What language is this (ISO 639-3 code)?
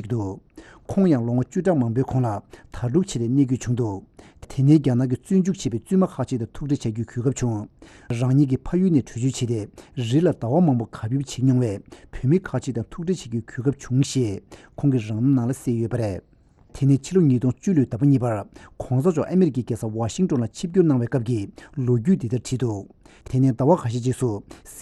bod